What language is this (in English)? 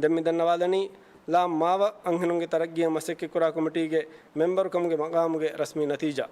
Divehi